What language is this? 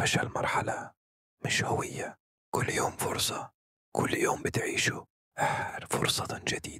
Egyptian Arabic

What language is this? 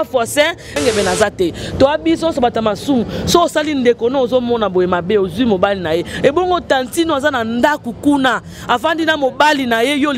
Lingala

